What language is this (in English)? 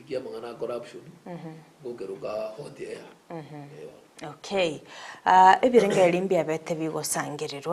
Gusii